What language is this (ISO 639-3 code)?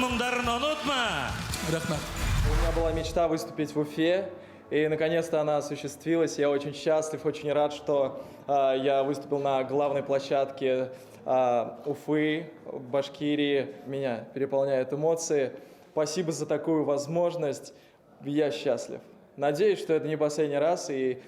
bak